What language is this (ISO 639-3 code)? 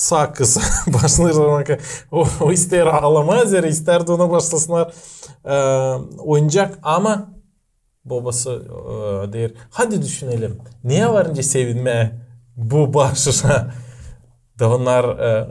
gag